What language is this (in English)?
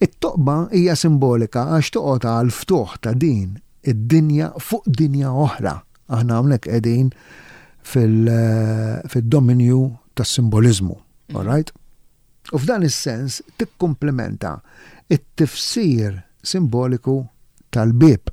Maltese